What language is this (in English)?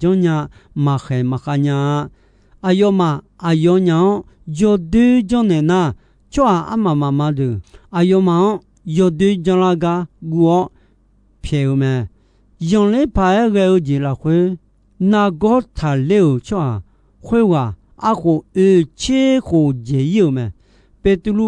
Akha